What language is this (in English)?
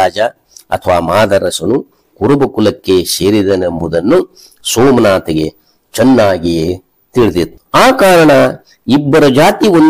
Kannada